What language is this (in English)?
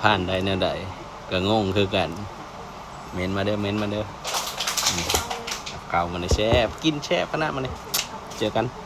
Lao